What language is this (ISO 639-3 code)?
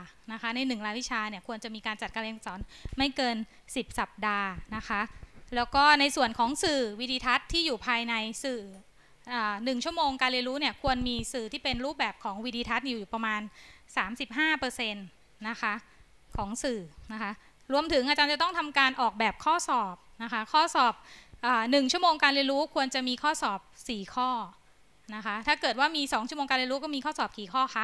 tha